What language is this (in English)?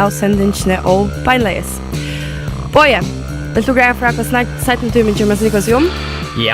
Faroese